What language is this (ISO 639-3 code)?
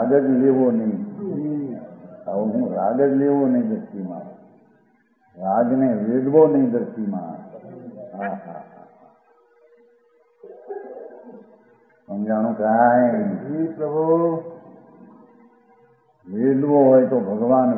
guj